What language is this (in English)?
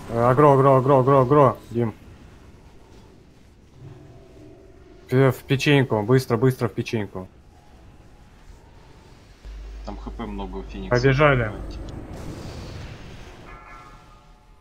Russian